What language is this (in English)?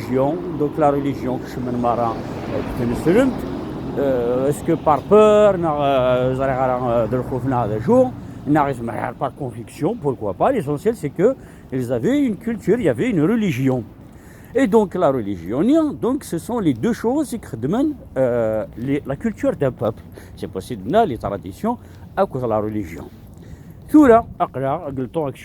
Kabyle